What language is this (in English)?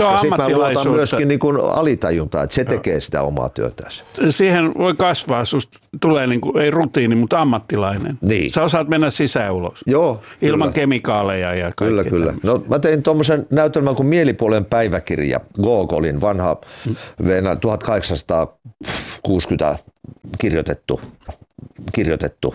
Finnish